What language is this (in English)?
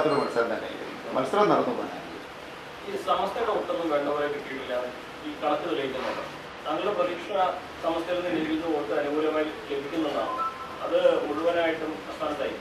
Malayalam